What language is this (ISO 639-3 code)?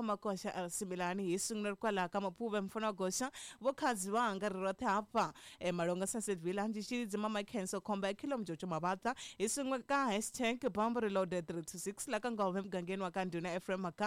tso